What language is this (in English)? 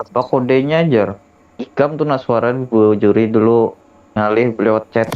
Banjar